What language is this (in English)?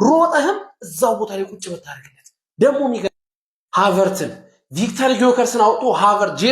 Amharic